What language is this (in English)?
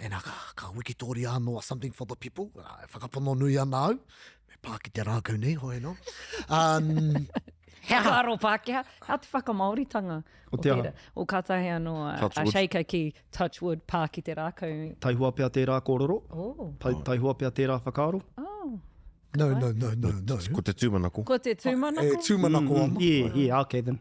Māori